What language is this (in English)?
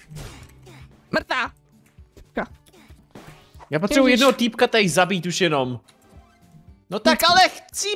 Czech